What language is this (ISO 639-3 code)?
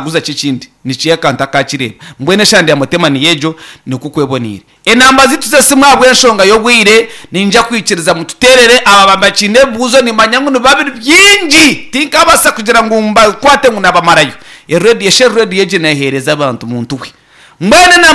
nyn